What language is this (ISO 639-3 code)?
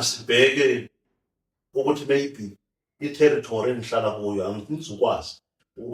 zul